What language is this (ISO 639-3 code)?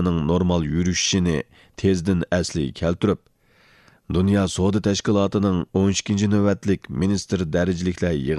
uig